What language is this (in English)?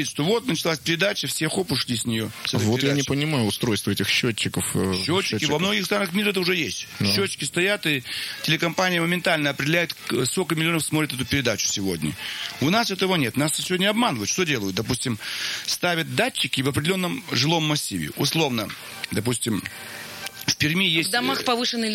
Russian